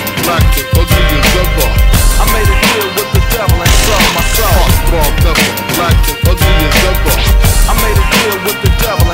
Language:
English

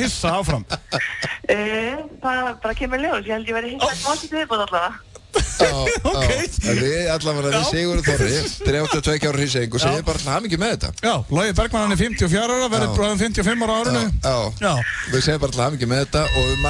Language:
Icelandic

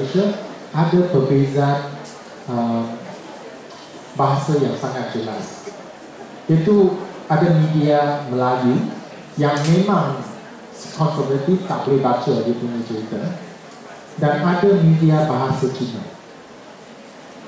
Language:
Malay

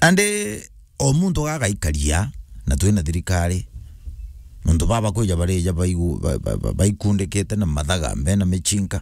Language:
Meru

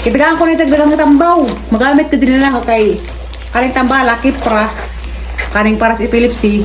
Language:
Cebuano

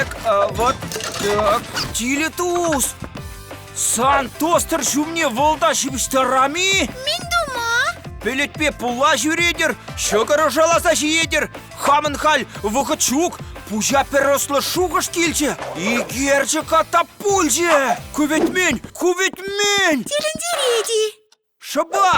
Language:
Chuvash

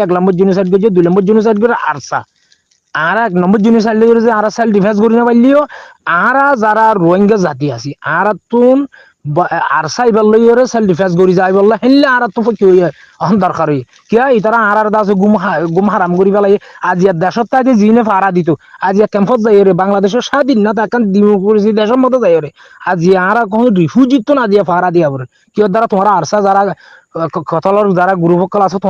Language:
Rohingya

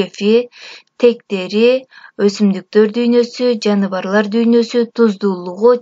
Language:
Kyrgyz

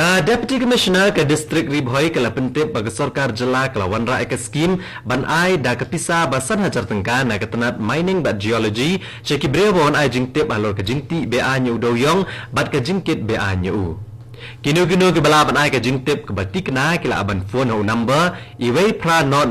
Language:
Khasi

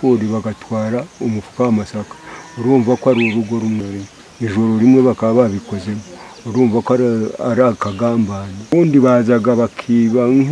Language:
Kinyarwanda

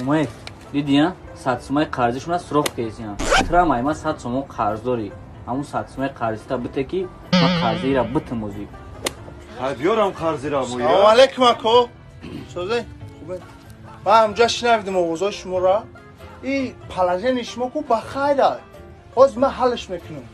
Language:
Tajik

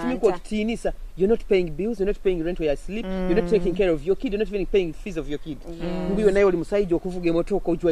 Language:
Nyoro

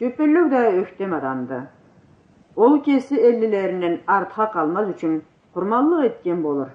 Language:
Karachay-Balkar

